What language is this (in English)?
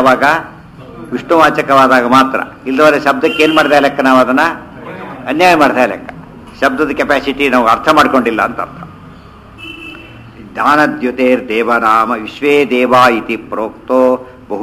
Kannada